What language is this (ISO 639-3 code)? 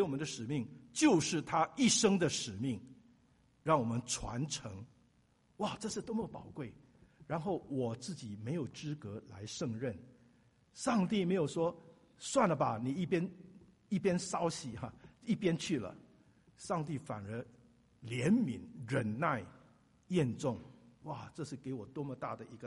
zho